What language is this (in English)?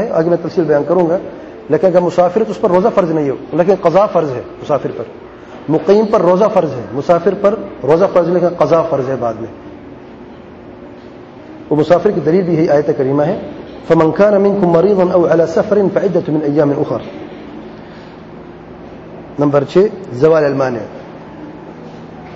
Urdu